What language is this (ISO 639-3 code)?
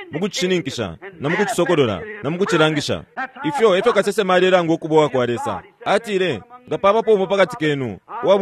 bem